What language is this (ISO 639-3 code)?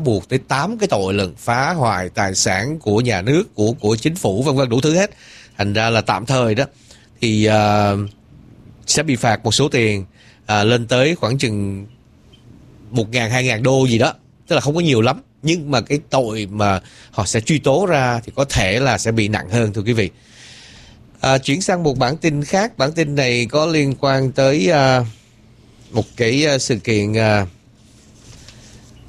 vie